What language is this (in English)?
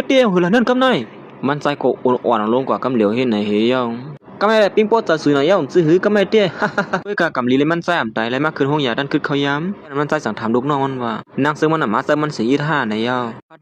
Shan